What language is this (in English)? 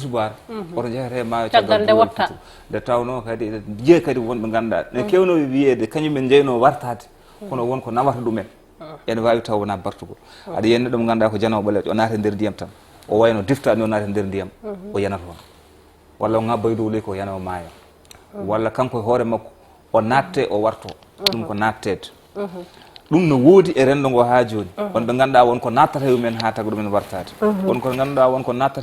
Fula